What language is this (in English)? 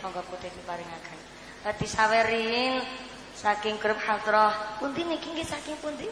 Javanese